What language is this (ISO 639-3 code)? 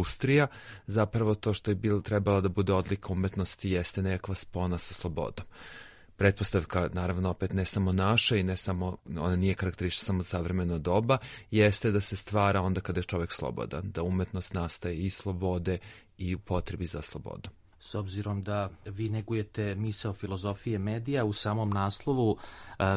srp